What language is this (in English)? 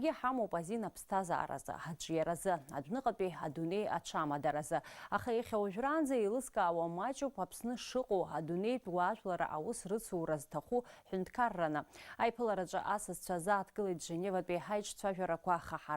Abkhazian